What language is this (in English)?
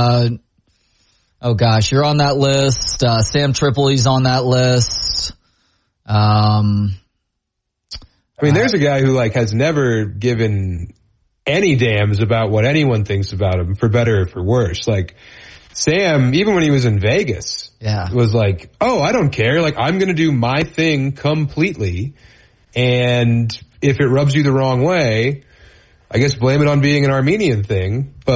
English